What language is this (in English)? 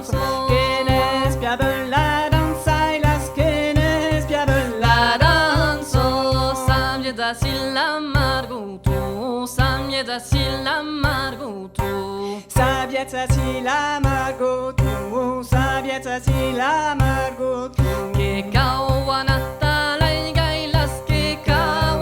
Occitan